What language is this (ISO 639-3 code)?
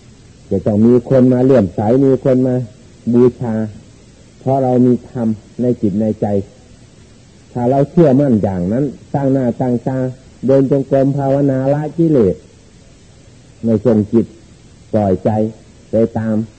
tha